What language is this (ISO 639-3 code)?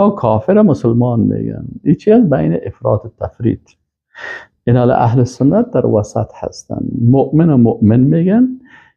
fas